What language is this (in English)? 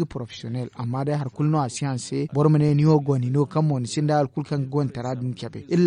Zarma